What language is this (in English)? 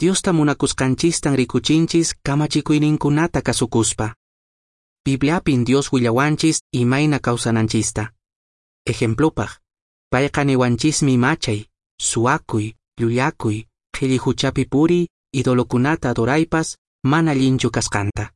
Quechua